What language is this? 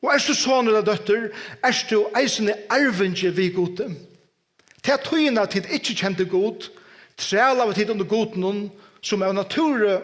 Faroese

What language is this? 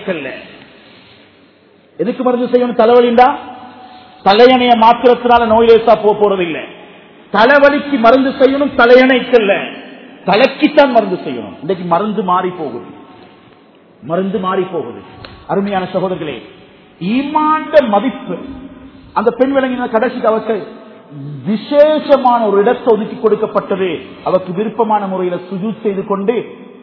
Tamil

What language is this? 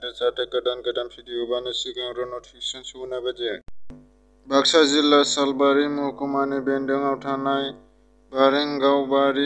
Bodo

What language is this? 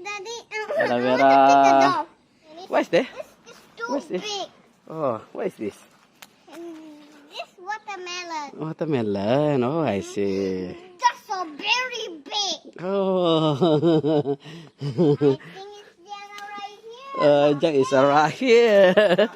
Iban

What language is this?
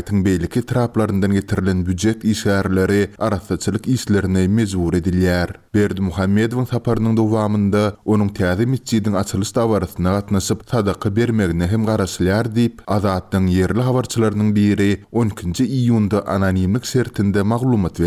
Turkmen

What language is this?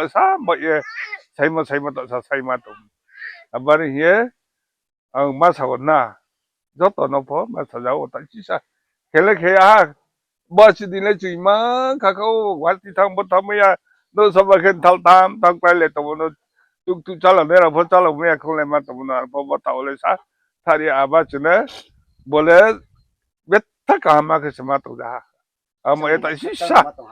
Riang (India)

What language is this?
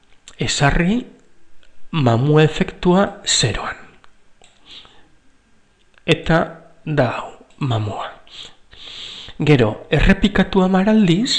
Basque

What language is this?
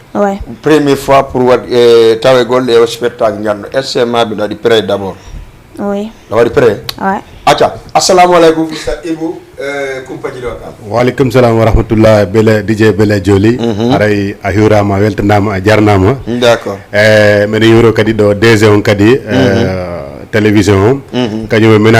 Fula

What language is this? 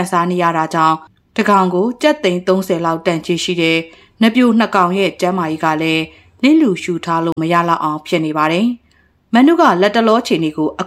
Burmese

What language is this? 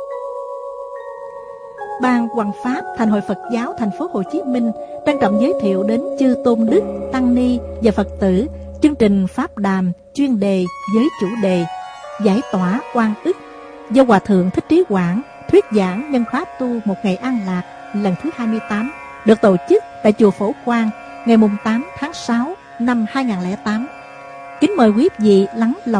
Vietnamese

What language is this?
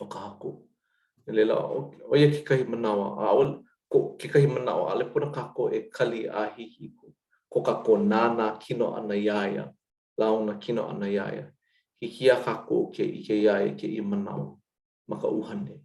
Hawaiian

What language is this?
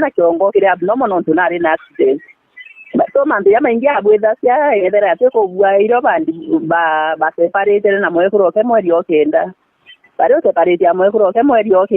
Meru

